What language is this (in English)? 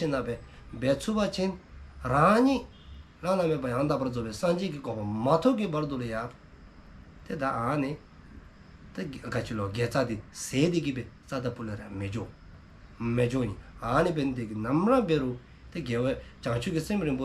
Dzongkha